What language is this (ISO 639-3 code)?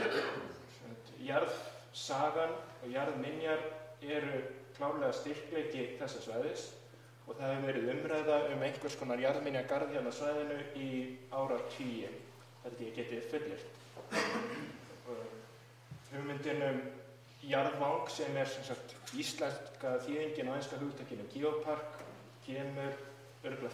isl